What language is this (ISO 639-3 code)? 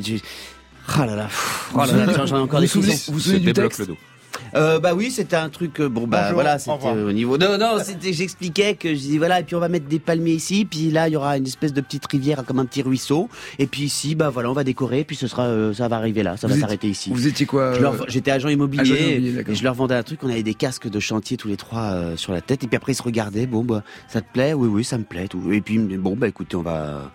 fra